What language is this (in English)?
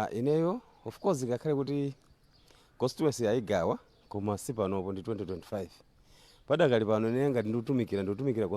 Nyanja